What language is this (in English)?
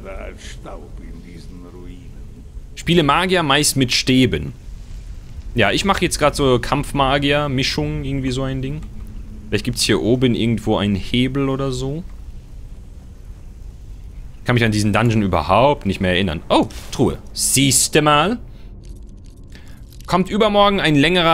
German